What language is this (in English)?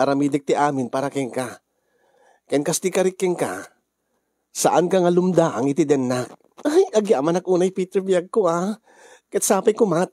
Iloko